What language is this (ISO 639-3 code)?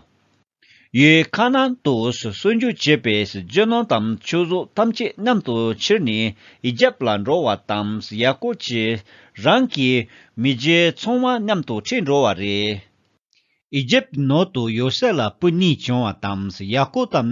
bod